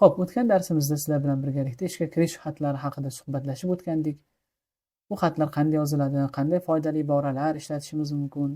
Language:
Uzbek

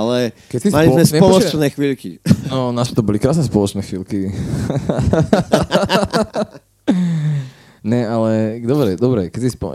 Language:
Slovak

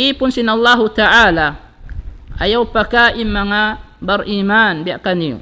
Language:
Tausug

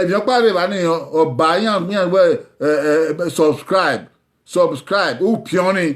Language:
Bini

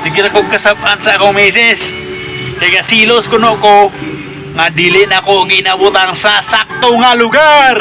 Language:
Cebuano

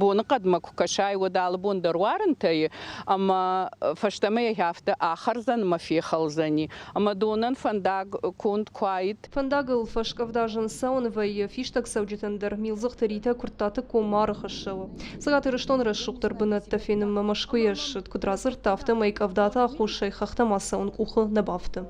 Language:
Ossetic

